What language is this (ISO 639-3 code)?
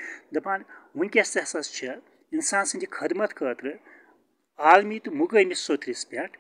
kas